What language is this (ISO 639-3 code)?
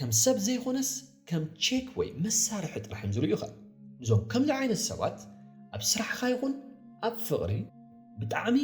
tir